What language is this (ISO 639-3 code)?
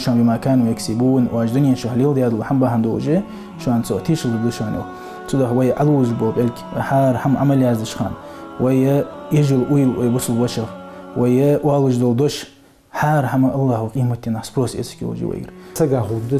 inh